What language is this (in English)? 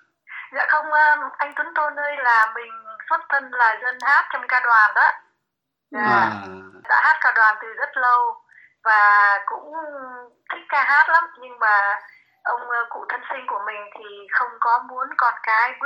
Vietnamese